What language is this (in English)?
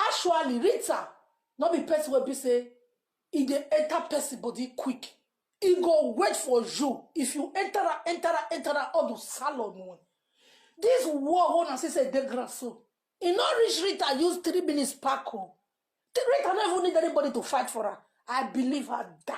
Nigerian Pidgin